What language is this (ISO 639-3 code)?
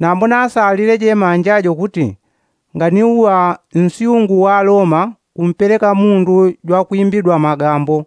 yao